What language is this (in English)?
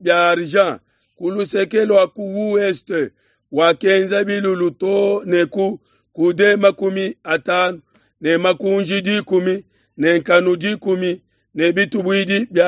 Luba-Lulua